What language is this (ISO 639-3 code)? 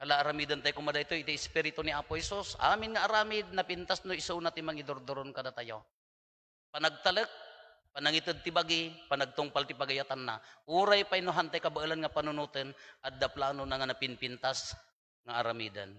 ilo